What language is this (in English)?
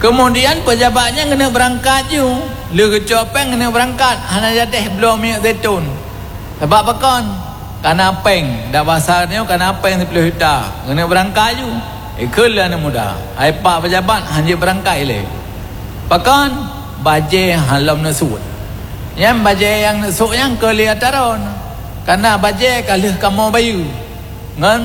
Achinese